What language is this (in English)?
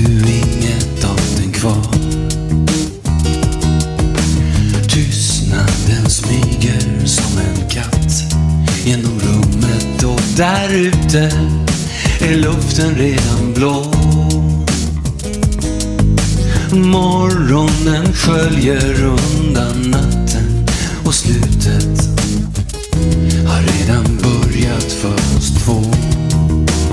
Swedish